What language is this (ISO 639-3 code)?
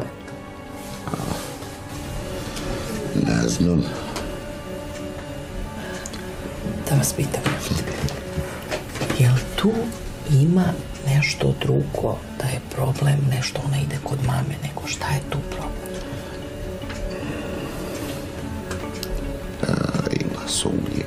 srp